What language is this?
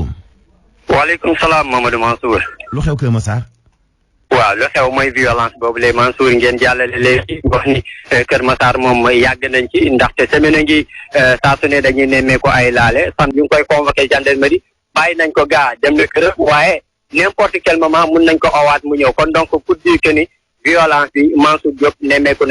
Wolof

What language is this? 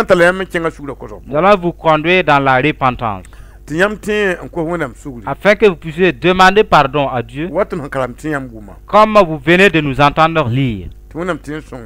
Mossi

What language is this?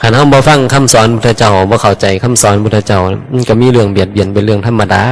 Northeastern Thai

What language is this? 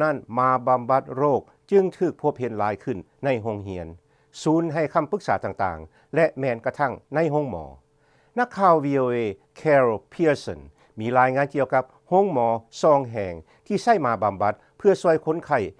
Lao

